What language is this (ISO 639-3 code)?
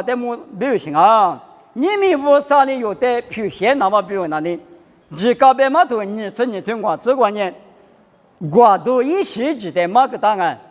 lis